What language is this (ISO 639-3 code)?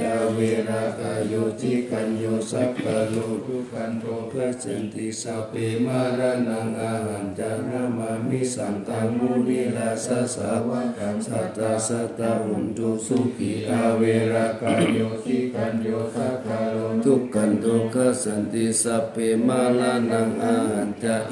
pli